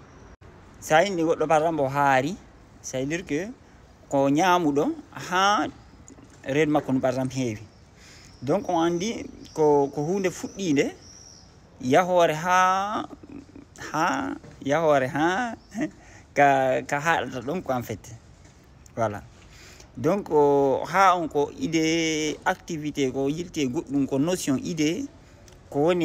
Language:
Fula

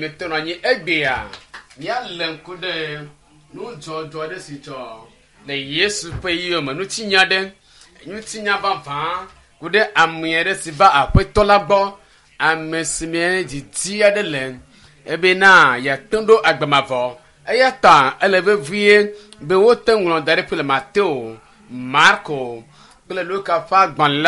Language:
Ewe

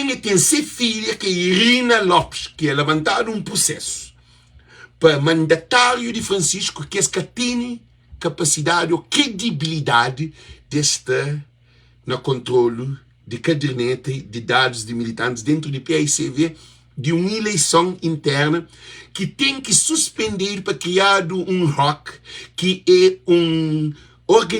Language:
Kabuverdianu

